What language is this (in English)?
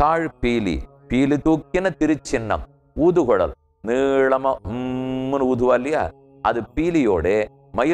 Tamil